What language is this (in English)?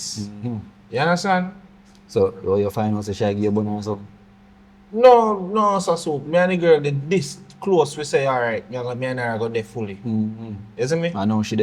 Jamaican Creole English